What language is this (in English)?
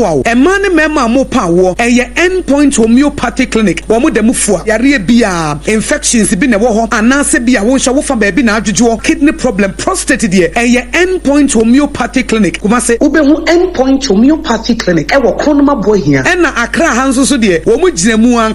Akan